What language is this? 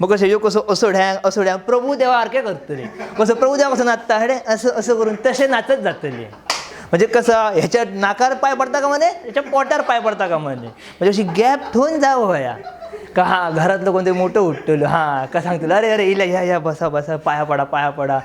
Konkani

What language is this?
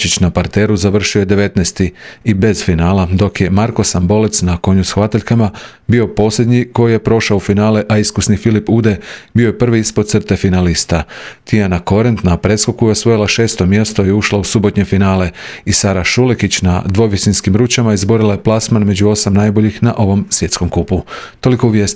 Croatian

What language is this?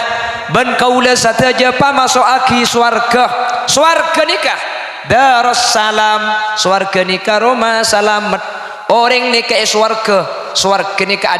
Madurese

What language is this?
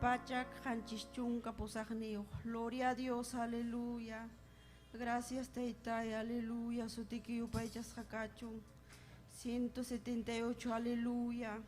Ayacucho Quechua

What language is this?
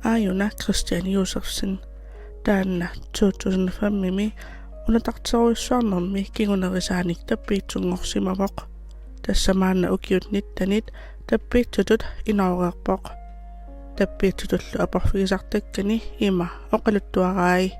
Kalaallisut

